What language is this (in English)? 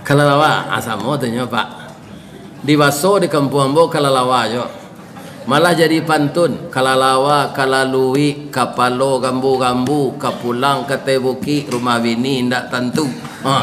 Minangkabau